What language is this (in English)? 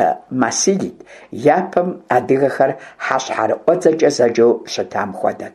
Kabardian